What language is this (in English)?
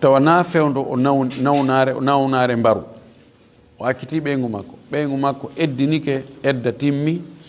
Fula